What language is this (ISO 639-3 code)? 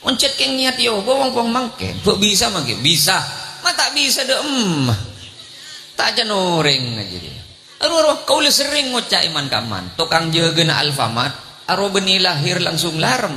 mad